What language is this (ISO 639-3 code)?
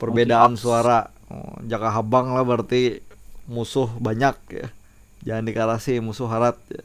bjn